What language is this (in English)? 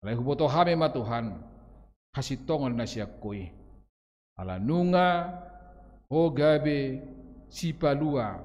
Batak Toba